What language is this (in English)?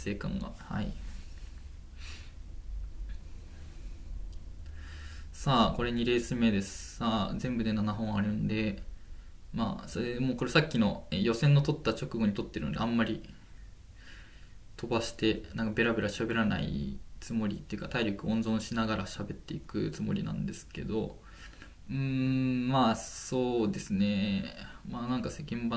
Japanese